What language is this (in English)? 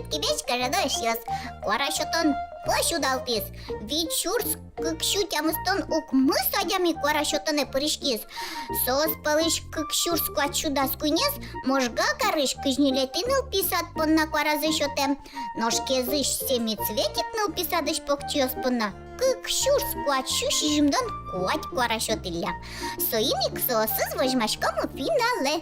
Udmurt